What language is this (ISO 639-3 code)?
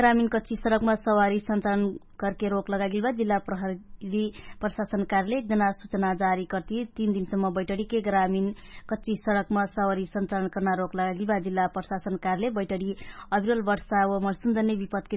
thl